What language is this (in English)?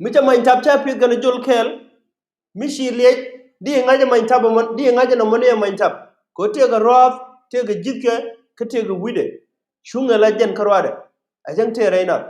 Nuer